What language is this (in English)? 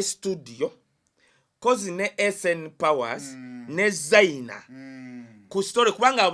Ganda